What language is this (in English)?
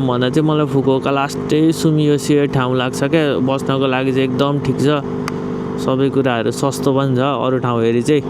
Nepali